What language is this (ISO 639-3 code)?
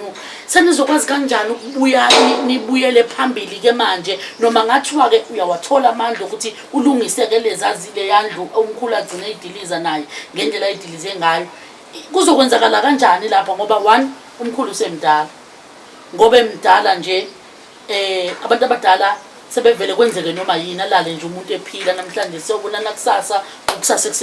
zul